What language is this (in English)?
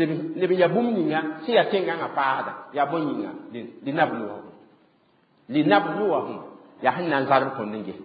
Mossi